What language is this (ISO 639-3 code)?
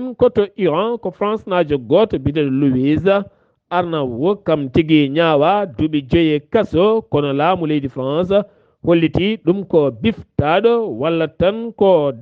ful